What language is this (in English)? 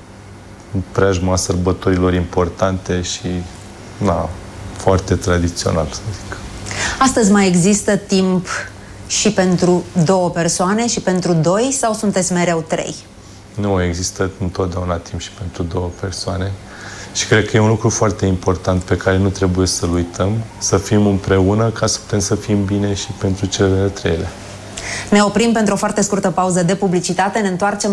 Romanian